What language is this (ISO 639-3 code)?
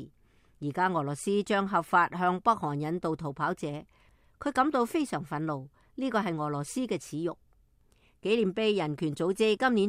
yue